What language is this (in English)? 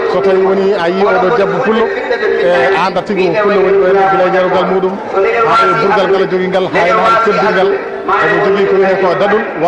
Fula